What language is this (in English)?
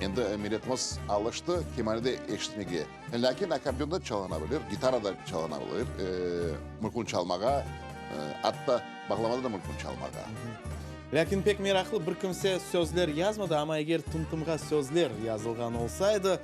Crimean Tatar